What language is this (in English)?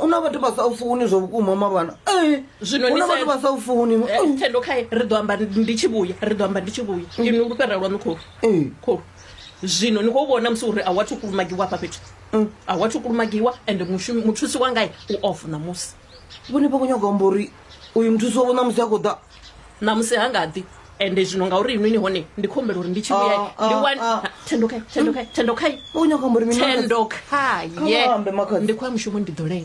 Venda